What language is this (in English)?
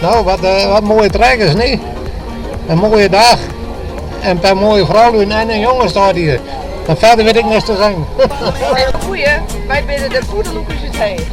Western Frisian